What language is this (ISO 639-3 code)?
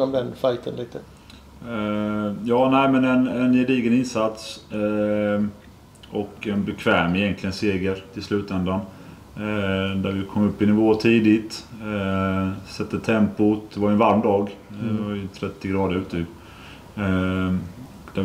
swe